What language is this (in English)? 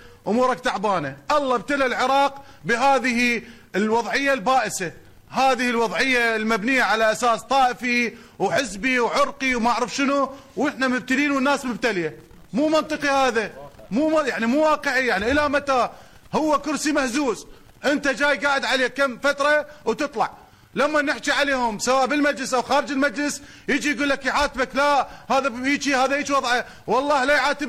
Mesopotamian Arabic